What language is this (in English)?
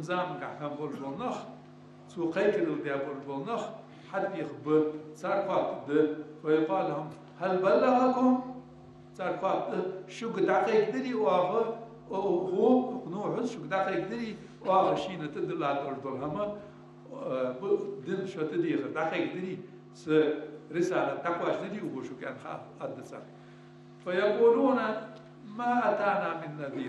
Ingush